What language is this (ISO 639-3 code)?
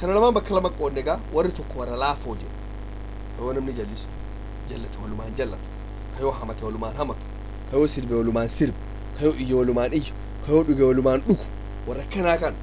orm